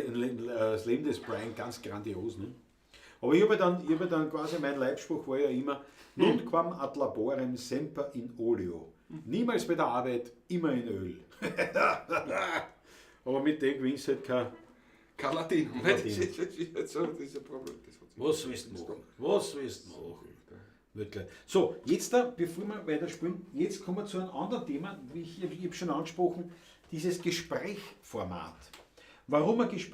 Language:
Bavarian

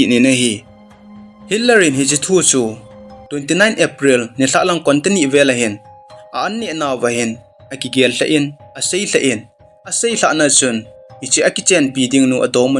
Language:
Thado Chin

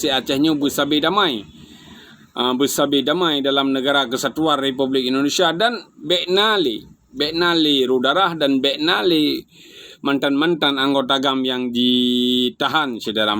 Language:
Achinese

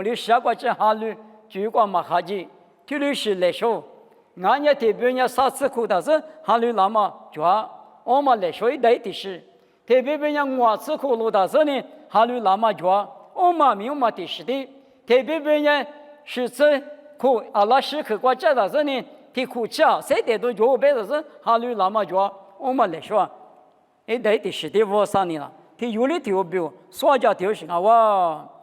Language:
Lisu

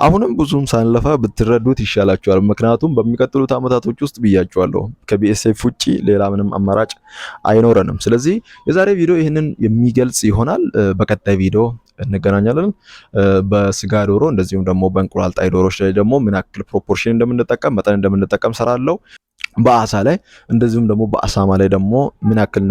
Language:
Amharic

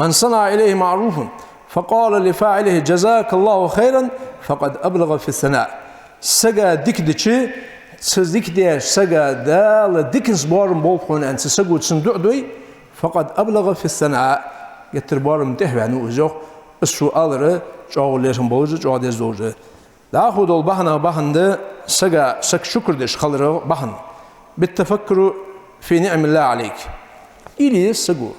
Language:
Ingush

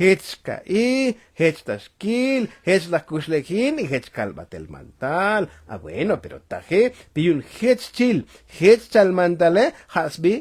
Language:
Tzotzil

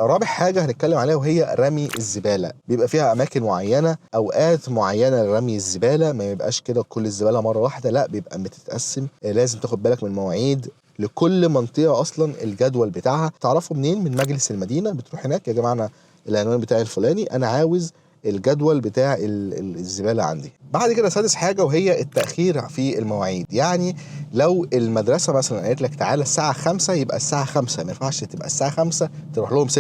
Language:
Egyptian Arabic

